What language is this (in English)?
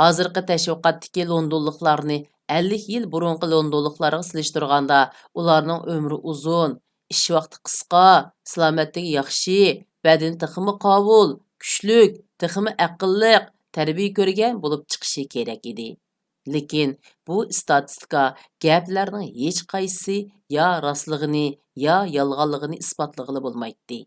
Uyghur